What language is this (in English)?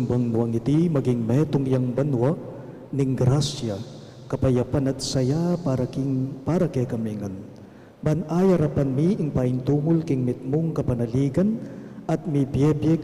Pampanga